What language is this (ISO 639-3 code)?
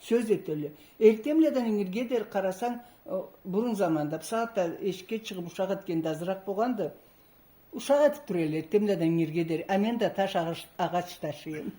krc